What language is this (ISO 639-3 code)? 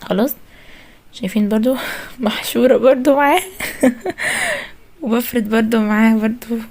arz